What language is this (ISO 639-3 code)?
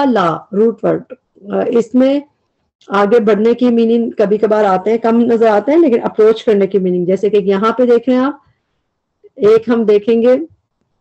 urd